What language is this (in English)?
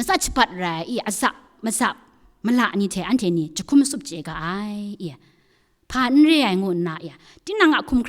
Kachin